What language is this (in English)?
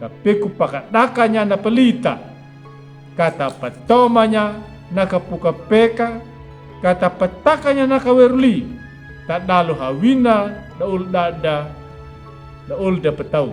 Anakalangu